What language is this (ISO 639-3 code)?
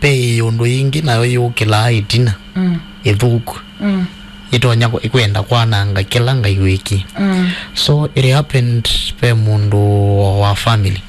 kam